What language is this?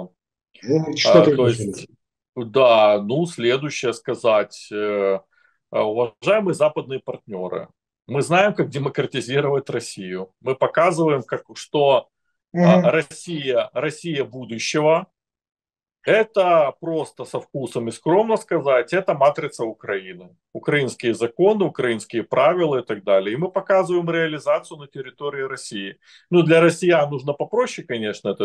Russian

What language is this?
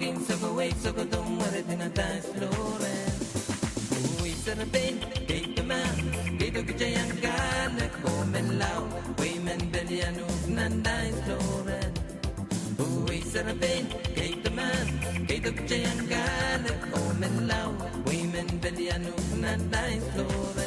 Pohnpeian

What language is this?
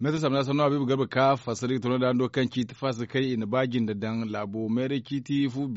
Zarma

